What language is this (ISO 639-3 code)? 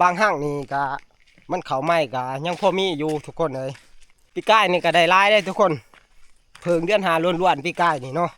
tts